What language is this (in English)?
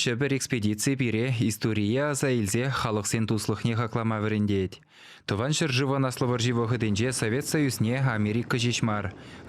Chuvash